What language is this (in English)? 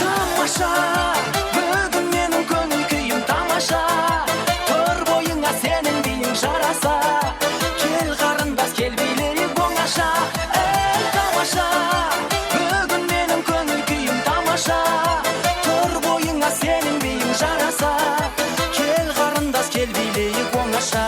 Kara-Kalpak